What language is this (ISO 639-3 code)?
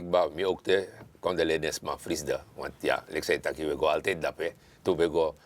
srn